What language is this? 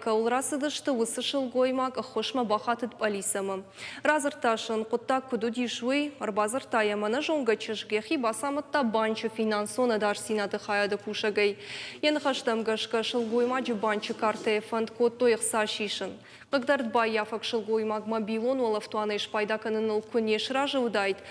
Ossetic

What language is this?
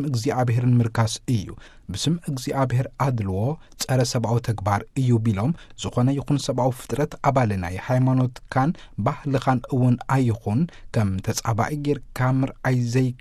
Tigrinya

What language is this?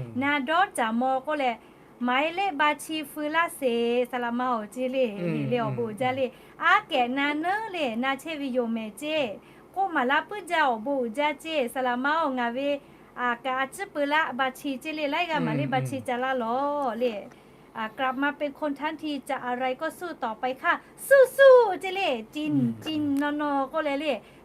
Lahu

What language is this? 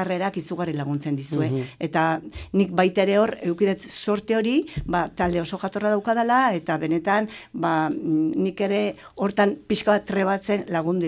Basque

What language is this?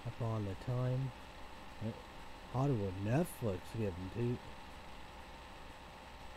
English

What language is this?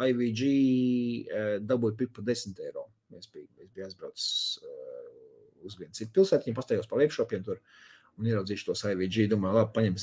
Latvian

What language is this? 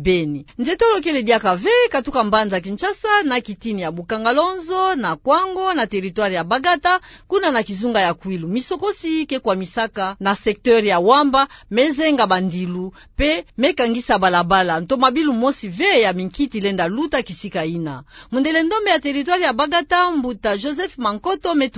Kituba (Democratic Republic of Congo)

